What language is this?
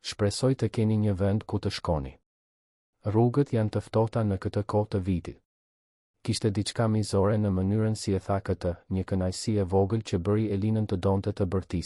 Albanian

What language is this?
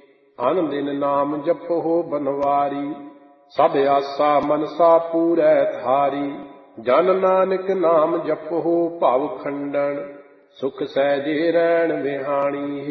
Punjabi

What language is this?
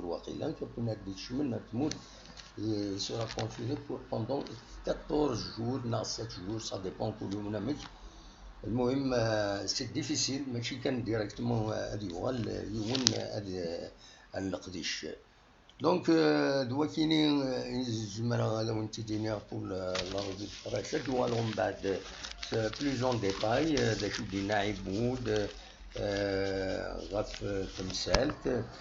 Kabyle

